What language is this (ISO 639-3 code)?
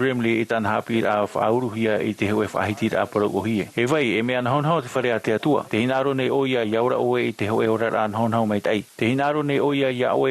tah